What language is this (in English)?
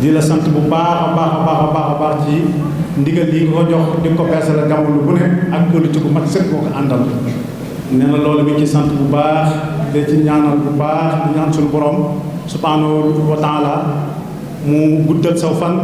Wolof